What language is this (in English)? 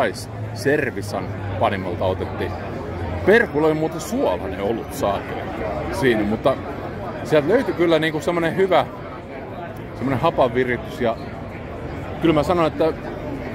Finnish